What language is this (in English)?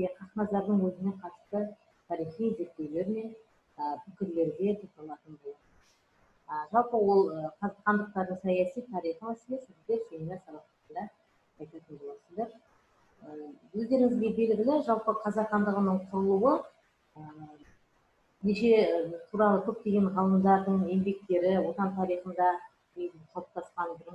Kazakh